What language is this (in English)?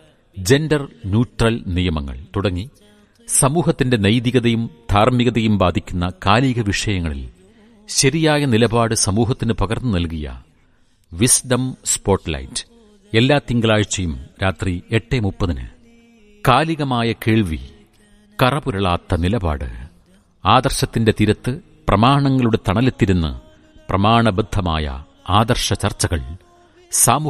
Malayalam